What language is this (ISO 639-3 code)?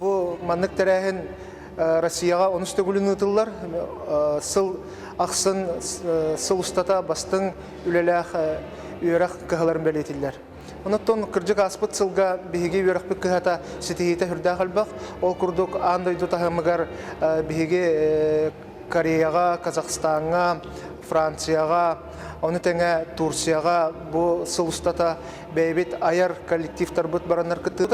sah